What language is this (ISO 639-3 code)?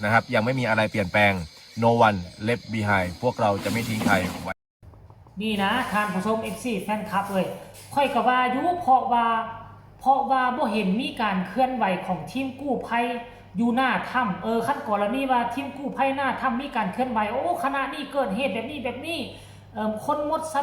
tts